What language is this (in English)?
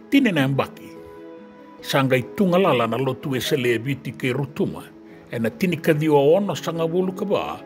Fijian